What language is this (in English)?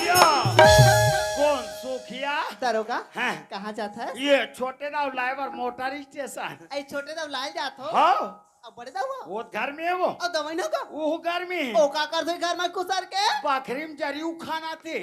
Chhattisgarhi